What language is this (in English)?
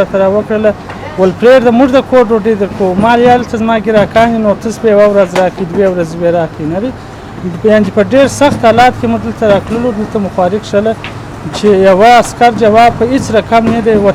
Pashto